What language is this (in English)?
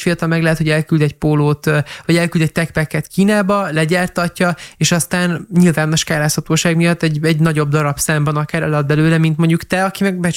Hungarian